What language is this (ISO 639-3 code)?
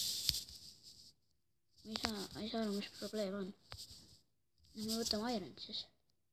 est